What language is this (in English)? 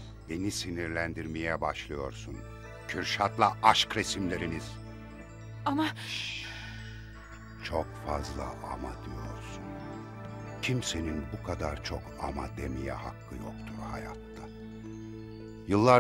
Turkish